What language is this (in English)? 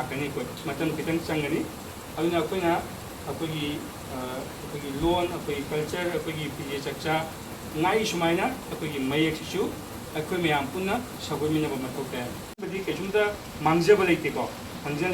Manipuri